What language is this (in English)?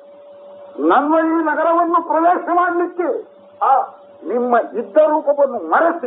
Kannada